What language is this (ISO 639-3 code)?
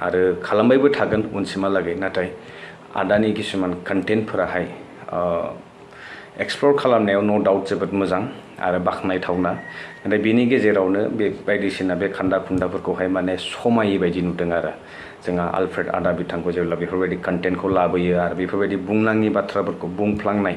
brx